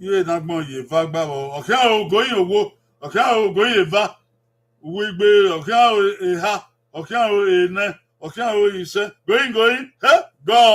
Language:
Bini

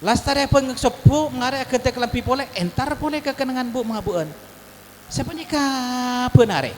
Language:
Madurese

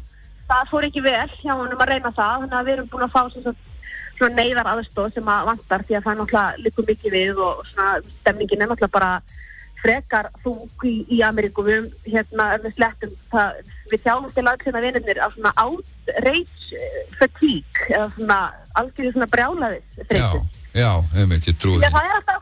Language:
Icelandic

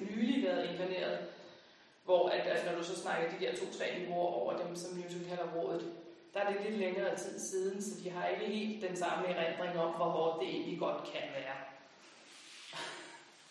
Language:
Danish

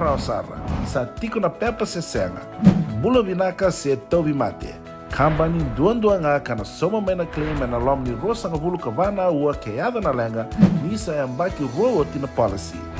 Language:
Fijian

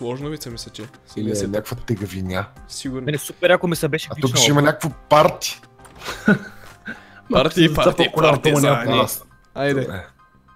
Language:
Bulgarian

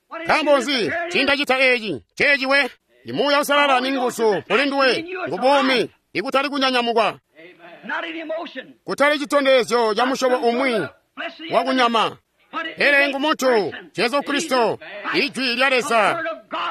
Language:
Tonga (Zambia)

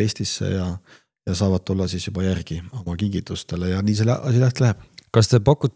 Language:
Estonian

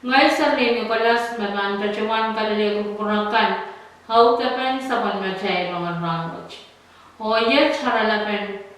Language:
Pohnpeian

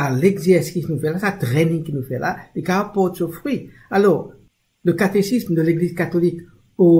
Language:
Morisyen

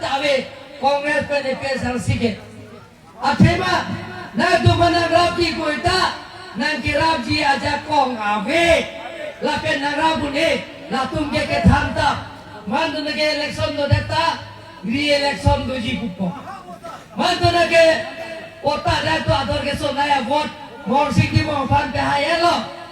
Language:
Karbi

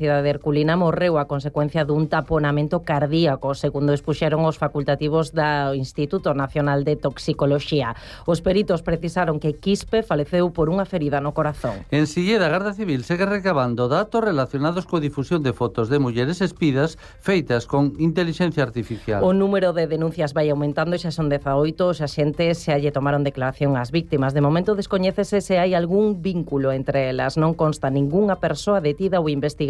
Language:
Galician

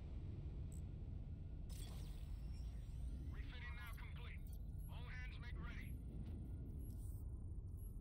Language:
English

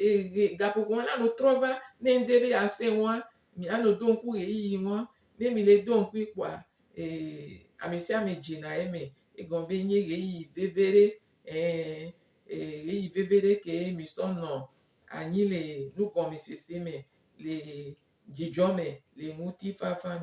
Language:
Gen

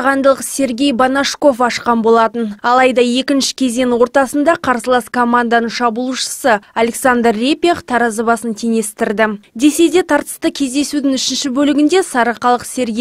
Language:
Kazakh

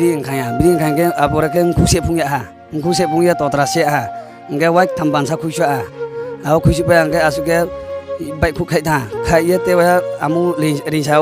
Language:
Riang (India)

